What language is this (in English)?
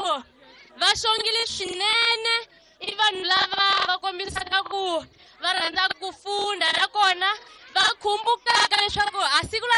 Tsonga